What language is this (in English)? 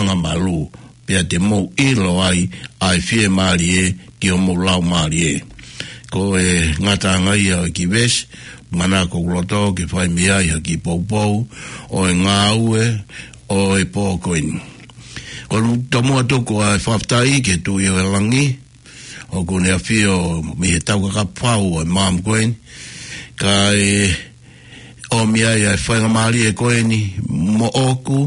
Tongan